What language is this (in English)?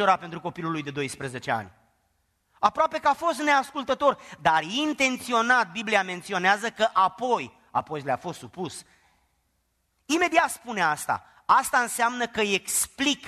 Romanian